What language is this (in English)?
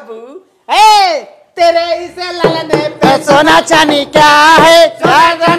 Bhojpuri